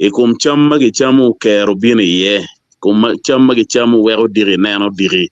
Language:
Acoli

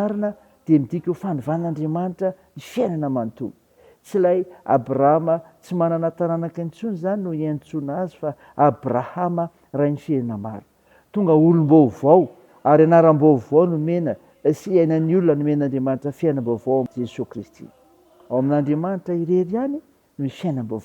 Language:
Malagasy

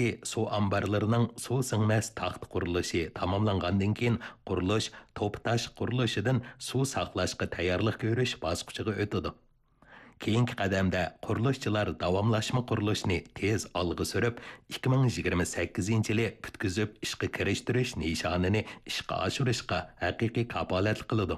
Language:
Uyghur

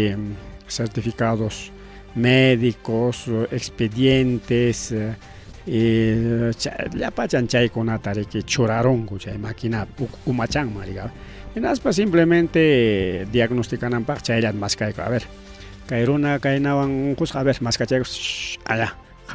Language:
Ayacucho Quechua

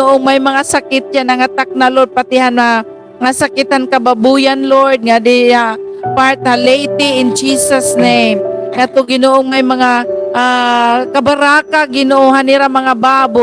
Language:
Waray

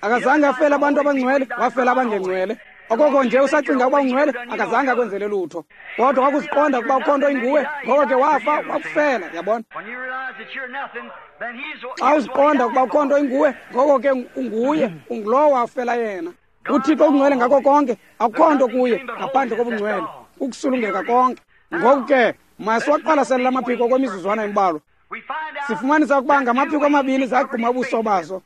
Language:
Xhosa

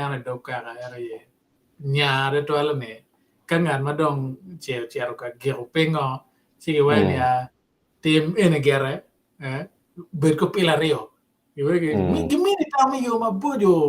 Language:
Acoli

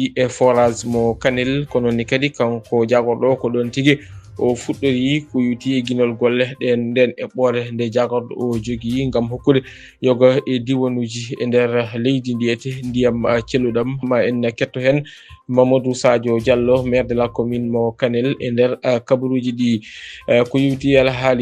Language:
Fula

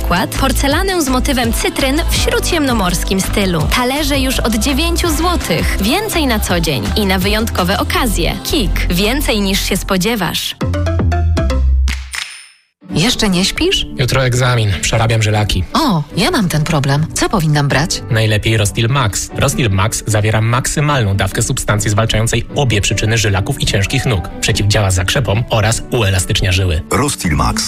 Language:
Polish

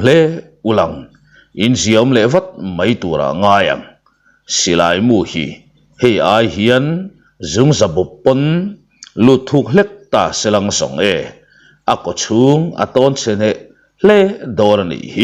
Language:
Mizo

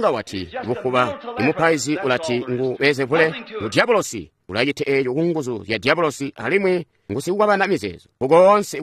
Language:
Tonga (Zambia)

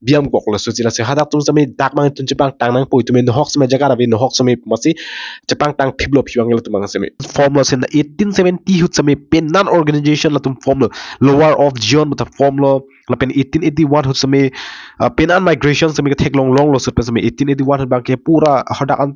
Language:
Karbi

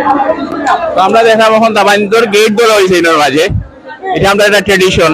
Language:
Sylheti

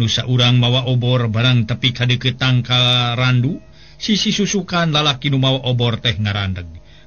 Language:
Sundanese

